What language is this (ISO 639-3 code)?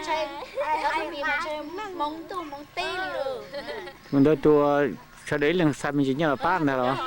hmn